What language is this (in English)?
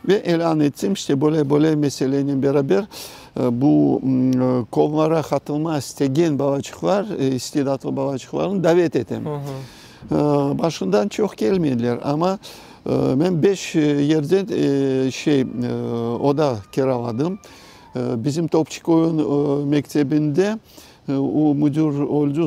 Crimean Tatar